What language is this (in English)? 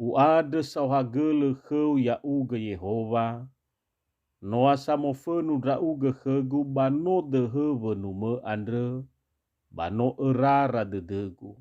Nias